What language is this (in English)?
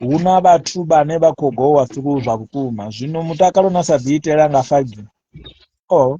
Venda